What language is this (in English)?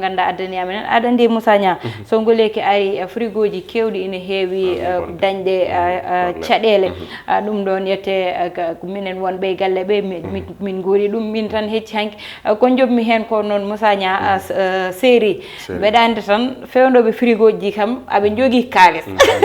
Fula